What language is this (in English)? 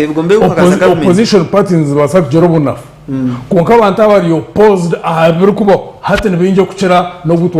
Nyankole